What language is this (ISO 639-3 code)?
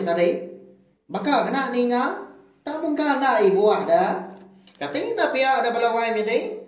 iba